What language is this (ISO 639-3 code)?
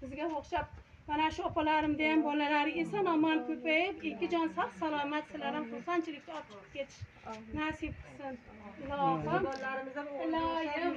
uzb